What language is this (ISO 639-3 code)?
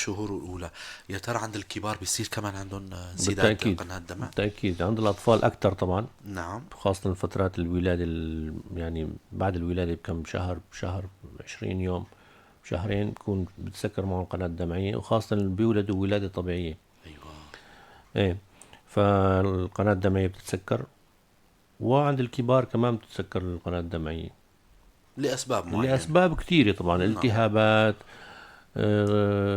apc